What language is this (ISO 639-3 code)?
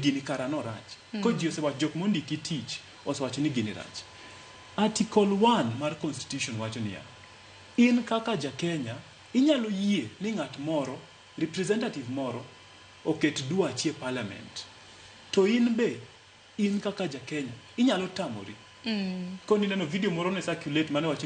luo